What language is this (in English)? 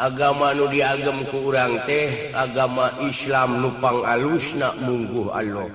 Sundanese